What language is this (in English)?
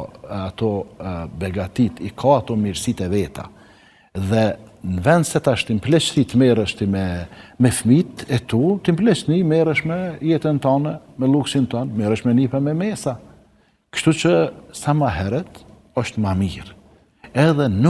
Albanian